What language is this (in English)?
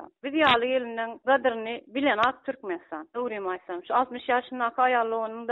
Turkmen